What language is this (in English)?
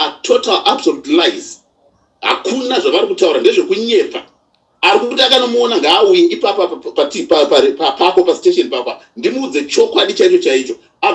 Shona